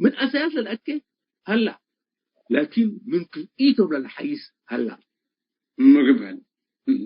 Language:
Tigre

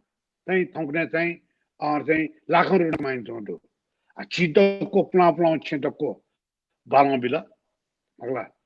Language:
Newari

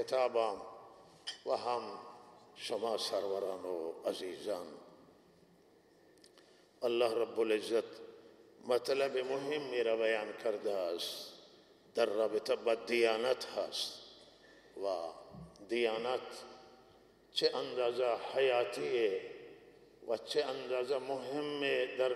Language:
Persian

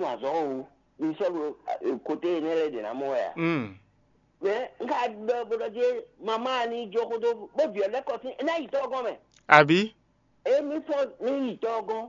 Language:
Fon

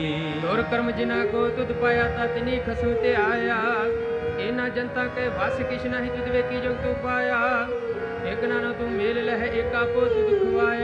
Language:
Punjabi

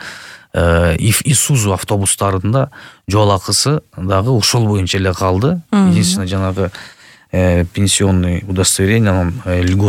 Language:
Kyrgyz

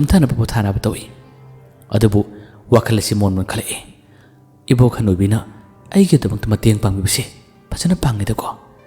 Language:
Manipuri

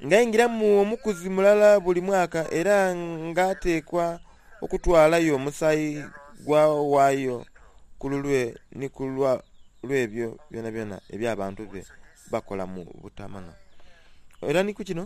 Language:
Soga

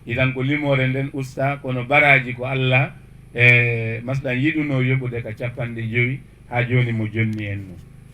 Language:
Fula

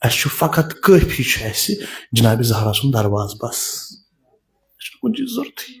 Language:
Kashmiri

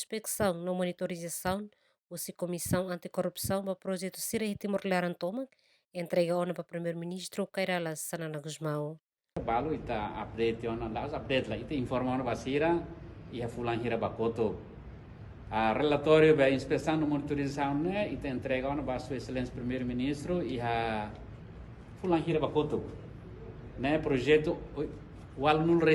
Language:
Tetum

